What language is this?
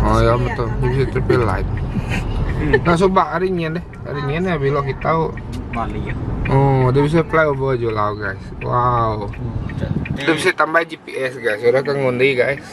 Iban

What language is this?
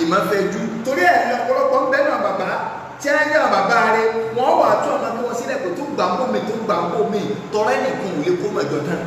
Yoruba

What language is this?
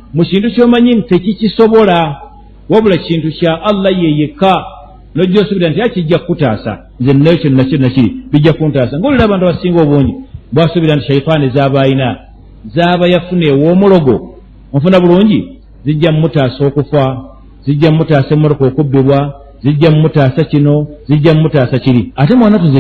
Ganda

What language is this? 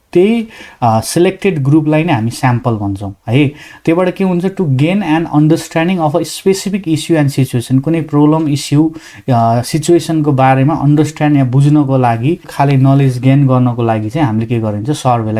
Nepali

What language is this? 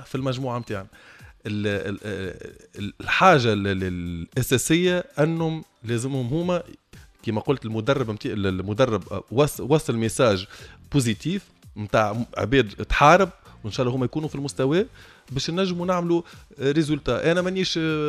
Tunisian Arabic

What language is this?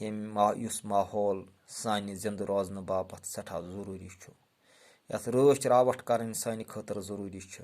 Kashmiri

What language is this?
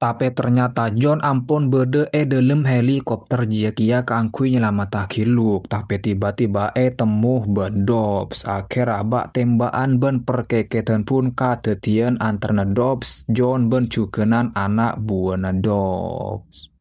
Madurese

